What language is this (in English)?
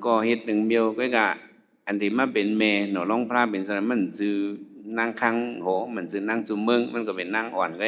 Shan